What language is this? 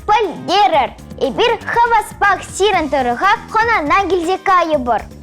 Chuvash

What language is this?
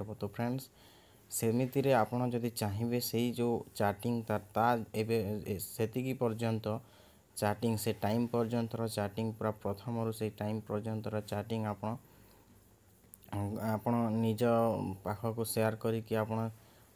Odia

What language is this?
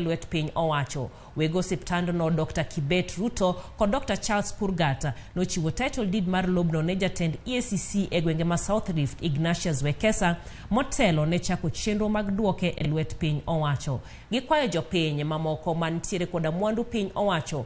Luo (Kenya and Tanzania)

